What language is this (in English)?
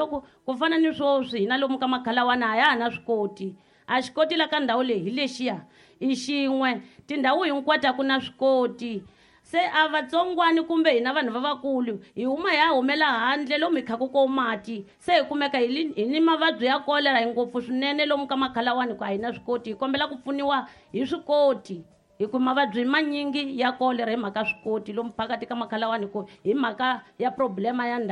Tsonga